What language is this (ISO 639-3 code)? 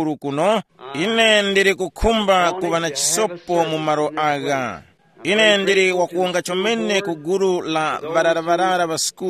tum